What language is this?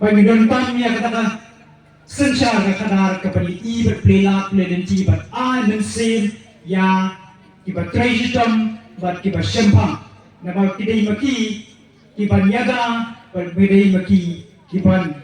Khasi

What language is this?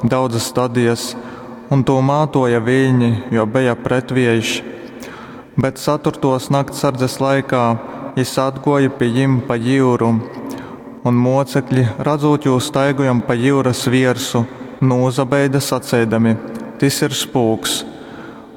Latgalian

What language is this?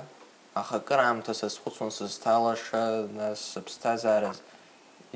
Abkhazian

